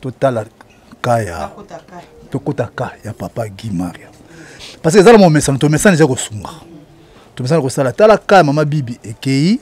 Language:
Lingala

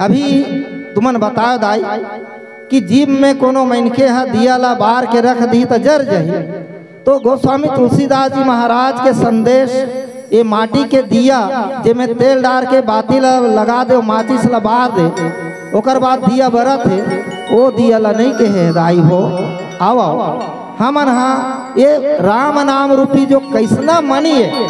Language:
Chhattisgarhi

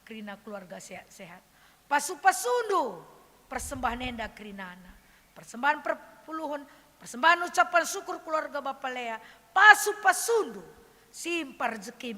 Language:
Batak Karo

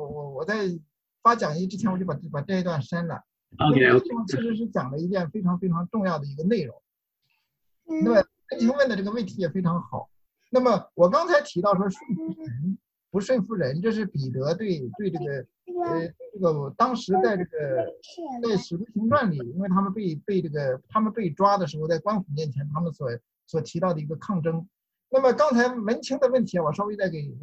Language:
Chinese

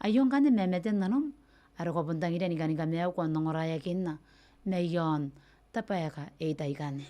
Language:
Gilbertese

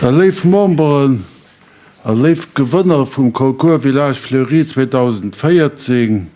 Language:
Luxembourgish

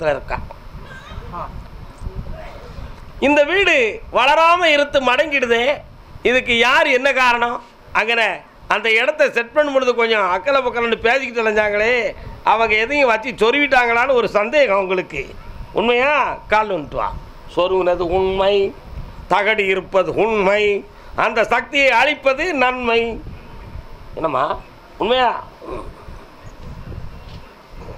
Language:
Tamil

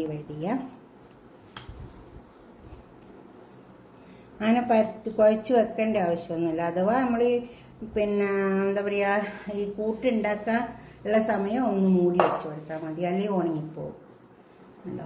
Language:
Malayalam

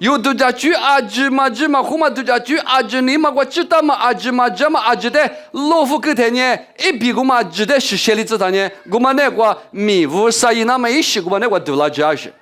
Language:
Lisu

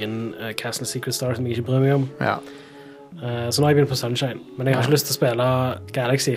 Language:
Norwegian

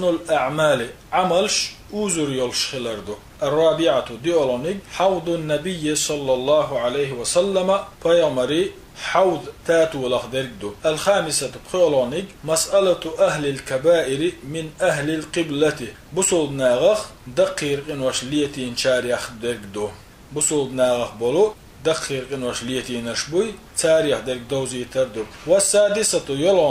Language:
Chechen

